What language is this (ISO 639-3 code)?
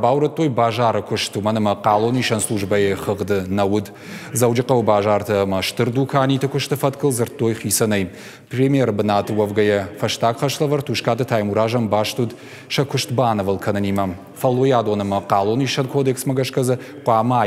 oss